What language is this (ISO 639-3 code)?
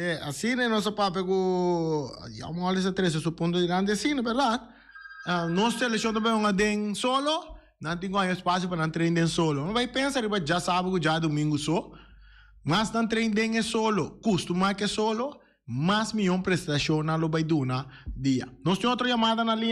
pap